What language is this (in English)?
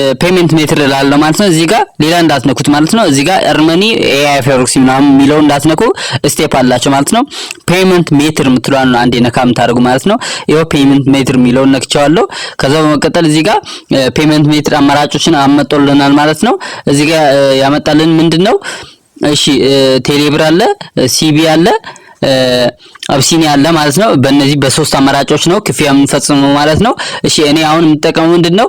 Amharic